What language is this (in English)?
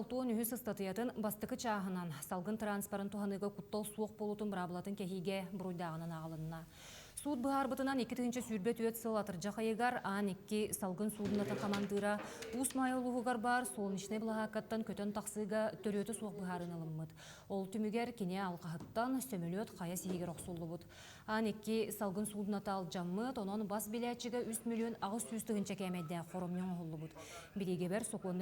Yakut